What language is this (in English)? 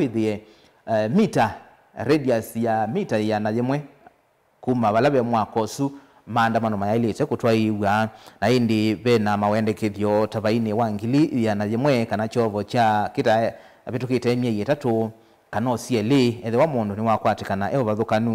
Kamba